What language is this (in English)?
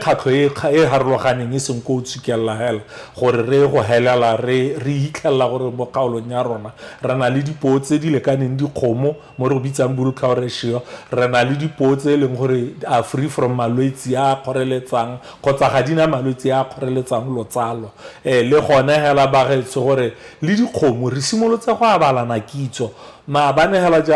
Tswana